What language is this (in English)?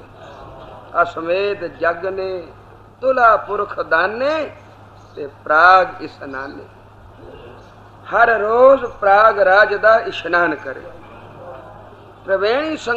Punjabi